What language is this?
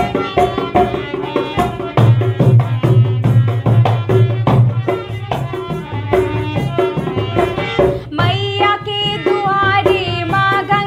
Bhojpuri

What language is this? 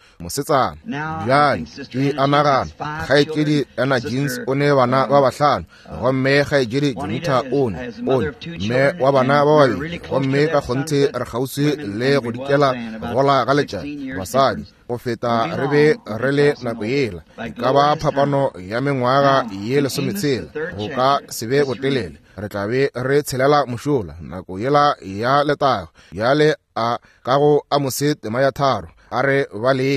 Northern Sotho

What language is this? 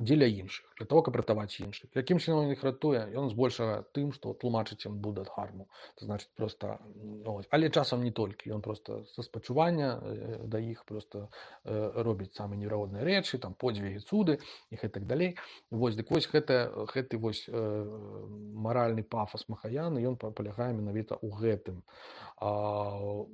Belarusian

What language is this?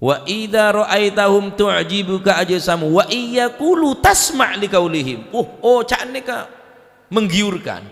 Madurese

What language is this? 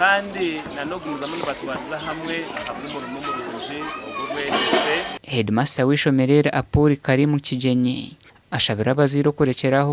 Nyankole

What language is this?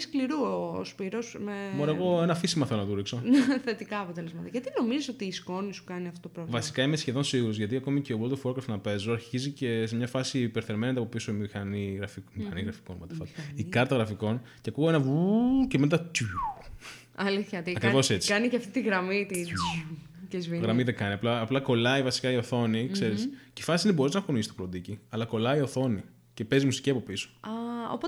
Greek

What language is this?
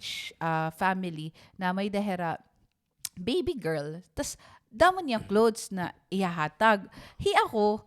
Waray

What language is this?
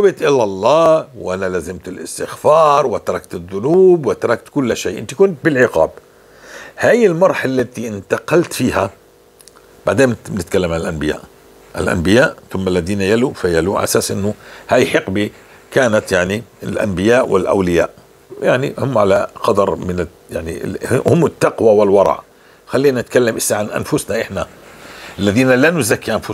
North Levantine Arabic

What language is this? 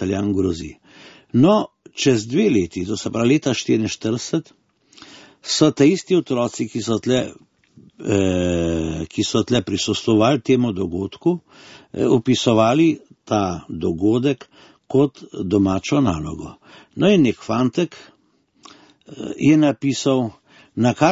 Slovenian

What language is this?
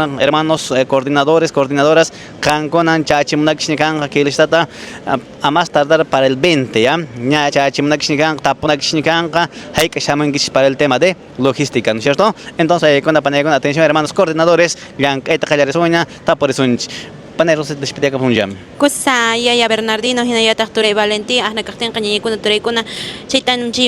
Quechua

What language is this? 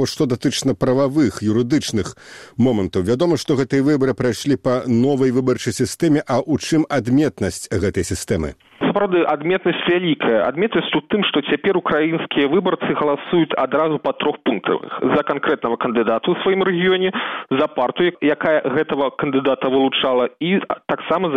Belarusian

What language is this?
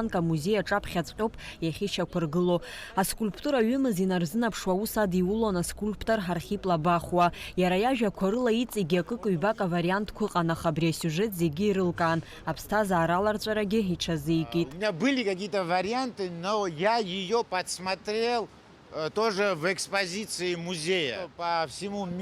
Abkhazian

